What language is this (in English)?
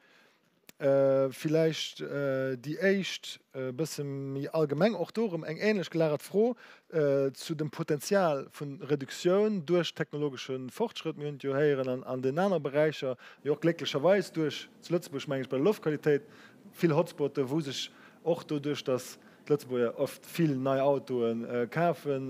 Luxembourgish